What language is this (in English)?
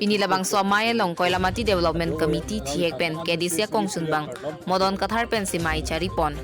Karbi